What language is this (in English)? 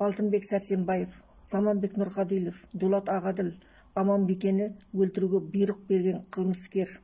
Kazakh